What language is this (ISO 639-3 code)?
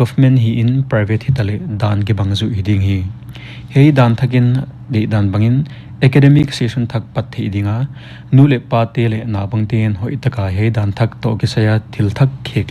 pck